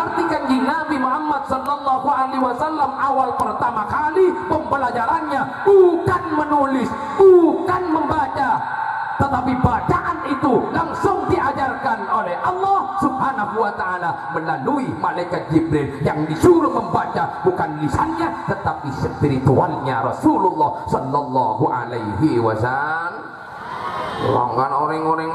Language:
Madurese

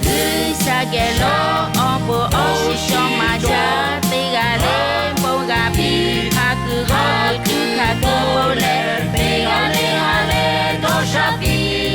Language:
Lahu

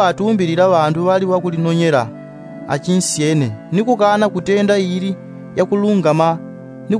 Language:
Yao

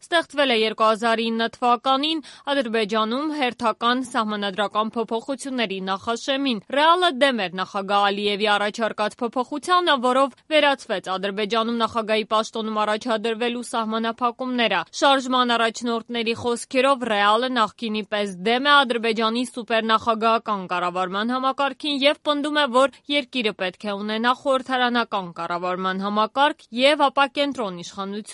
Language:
Armenian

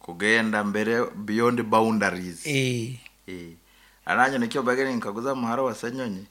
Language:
Nyoro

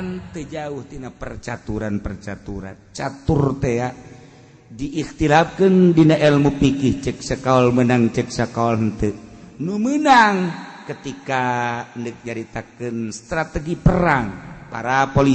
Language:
Sundanese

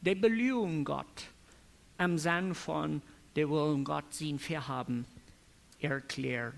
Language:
Plautdietsch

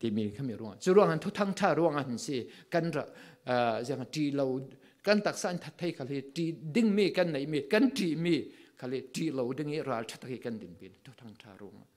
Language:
Falam Chin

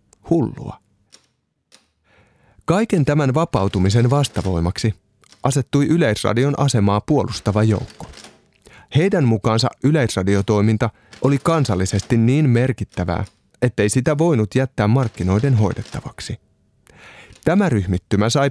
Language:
Finnish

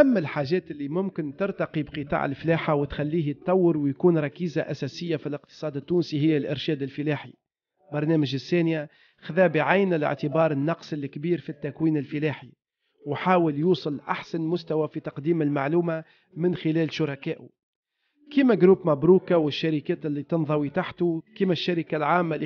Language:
Tunisian Arabic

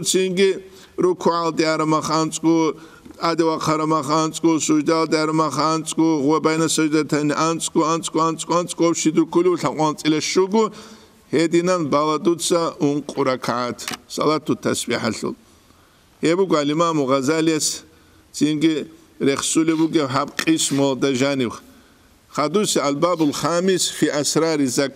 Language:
Avaric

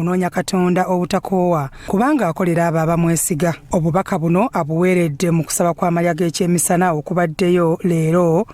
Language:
Ganda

